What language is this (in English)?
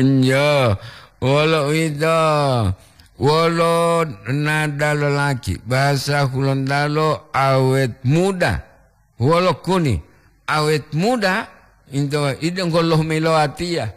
Gorontalo